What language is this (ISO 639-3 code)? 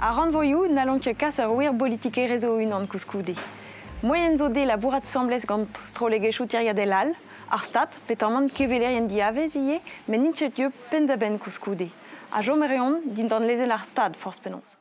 bre